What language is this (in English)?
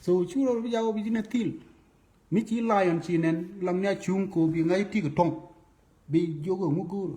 Nuer